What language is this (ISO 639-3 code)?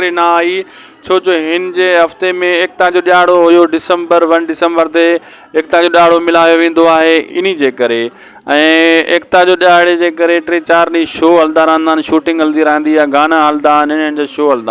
snd